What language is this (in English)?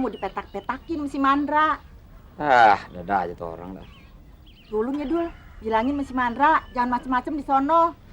Betawi